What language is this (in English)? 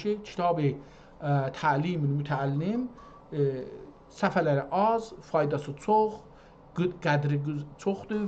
South Azerbaijani